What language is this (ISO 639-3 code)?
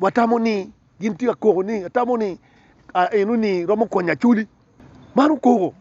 ach